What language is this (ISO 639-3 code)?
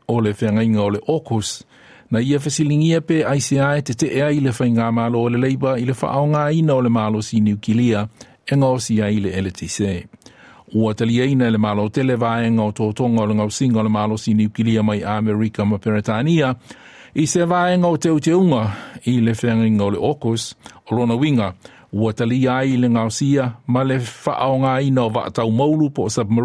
smo